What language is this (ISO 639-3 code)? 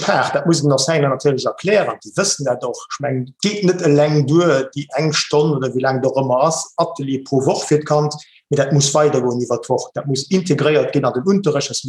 ltz